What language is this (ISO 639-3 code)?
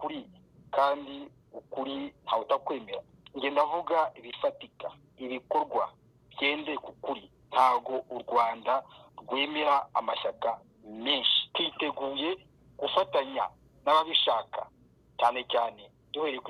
kin